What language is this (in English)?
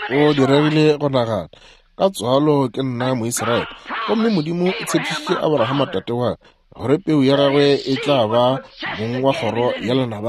Northern Sotho